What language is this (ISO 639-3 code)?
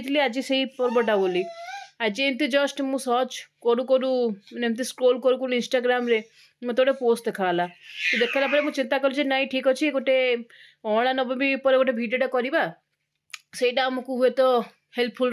ori